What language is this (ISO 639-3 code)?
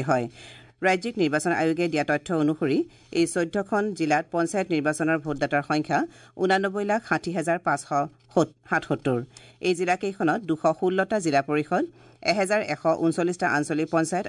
asm